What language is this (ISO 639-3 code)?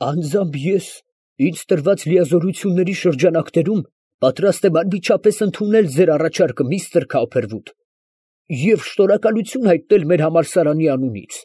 hye